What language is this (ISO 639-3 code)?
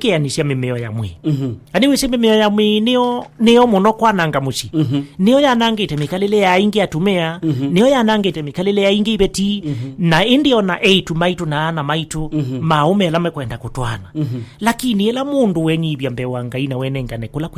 kam